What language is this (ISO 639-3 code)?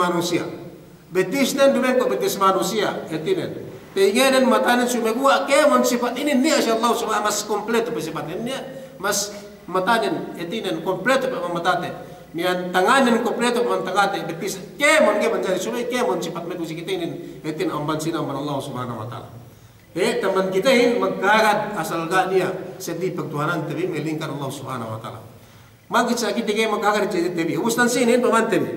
yka